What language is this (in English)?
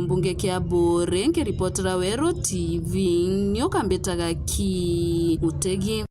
Meru